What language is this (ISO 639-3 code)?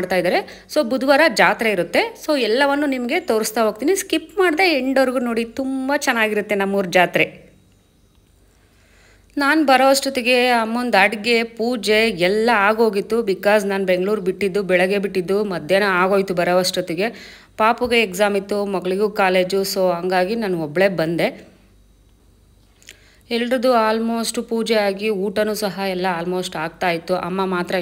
kan